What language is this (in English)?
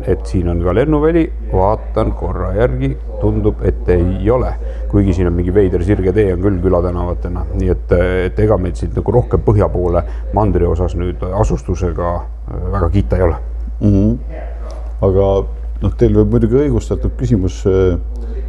Estonian